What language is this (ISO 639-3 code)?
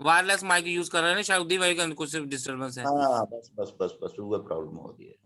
doi